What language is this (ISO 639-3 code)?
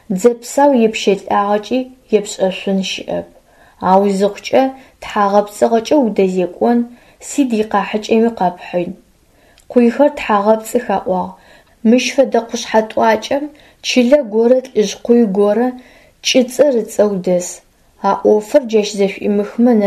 ady